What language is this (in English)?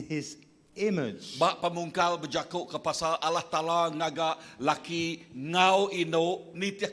Iban